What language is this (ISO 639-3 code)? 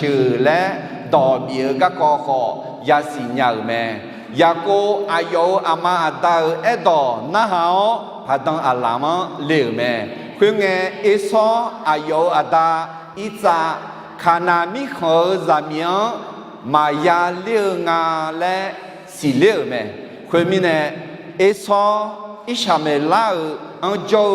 ahk